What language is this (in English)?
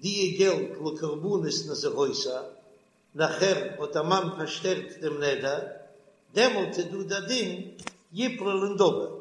Yiddish